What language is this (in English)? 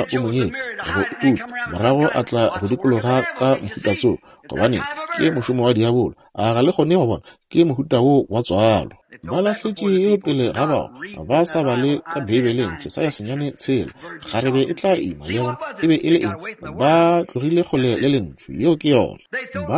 Northern Sotho